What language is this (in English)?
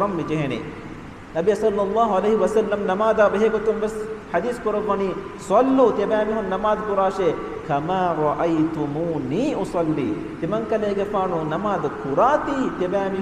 Divehi